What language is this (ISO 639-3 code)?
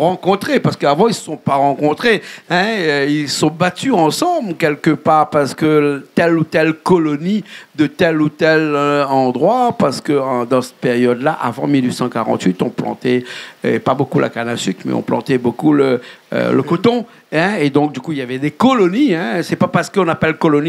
rcf